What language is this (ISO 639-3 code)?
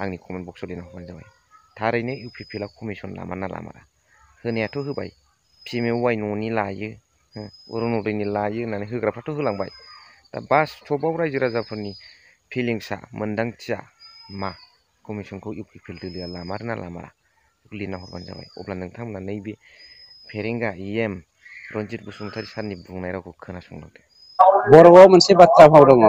brx